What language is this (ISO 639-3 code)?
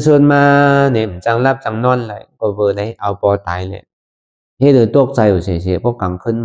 shn